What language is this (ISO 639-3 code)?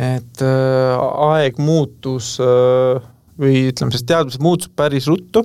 est